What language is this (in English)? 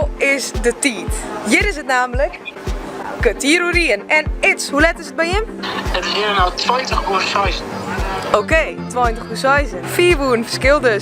Western Frisian